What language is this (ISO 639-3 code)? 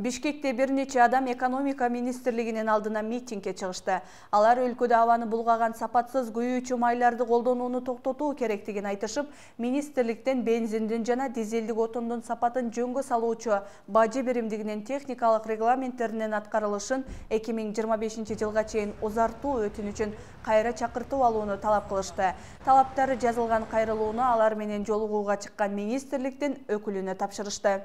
kir